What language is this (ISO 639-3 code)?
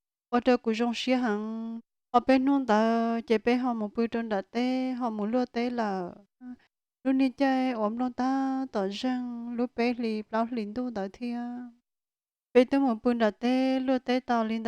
hmn